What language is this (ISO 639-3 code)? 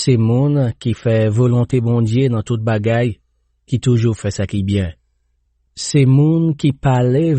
hat